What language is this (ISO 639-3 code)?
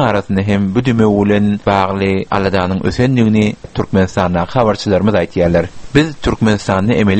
tuk